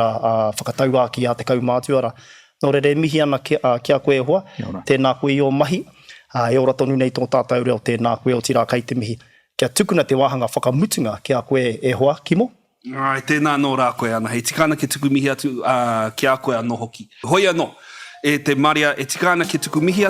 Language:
Māori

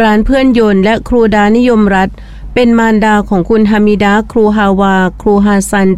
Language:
Thai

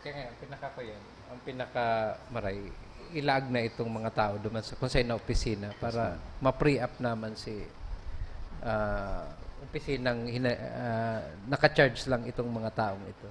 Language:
Bikol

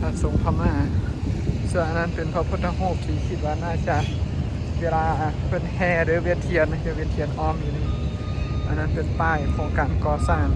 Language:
Lao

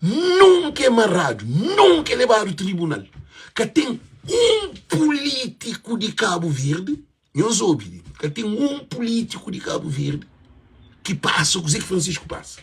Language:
Kabuverdianu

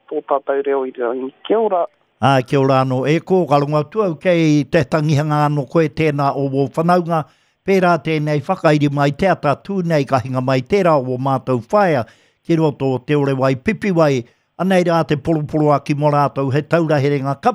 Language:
Māori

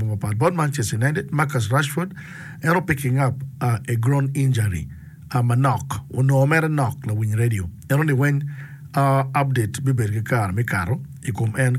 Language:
Acoli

